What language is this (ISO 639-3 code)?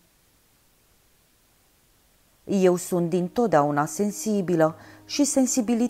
ron